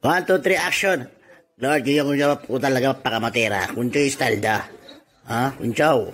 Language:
Itawit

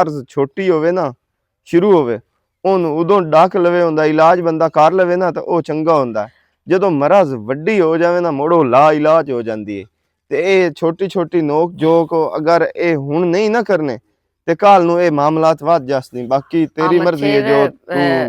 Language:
Western Panjabi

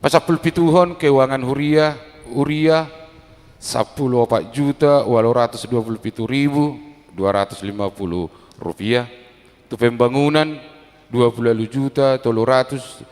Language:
Batak Toba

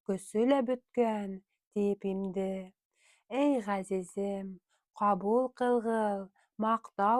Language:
Bashkir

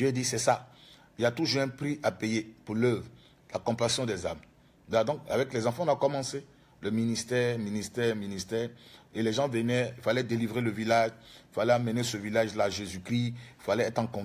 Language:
French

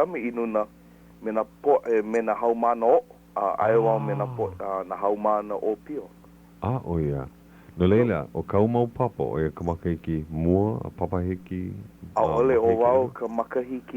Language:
Hawaiian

